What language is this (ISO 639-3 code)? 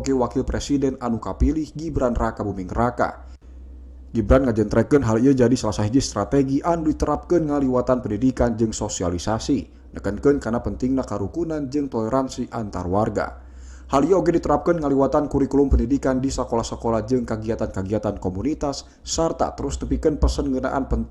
sun